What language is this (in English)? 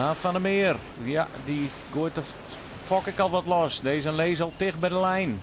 Western Frisian